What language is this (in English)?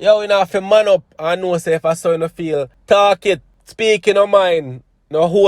Jamaican Creole English